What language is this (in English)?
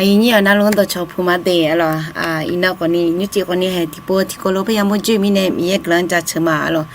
Akha